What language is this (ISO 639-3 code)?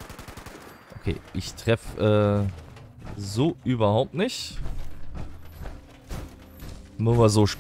deu